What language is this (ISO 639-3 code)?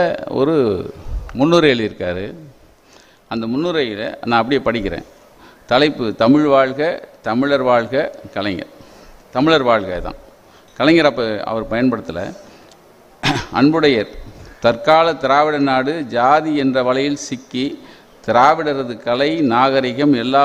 tam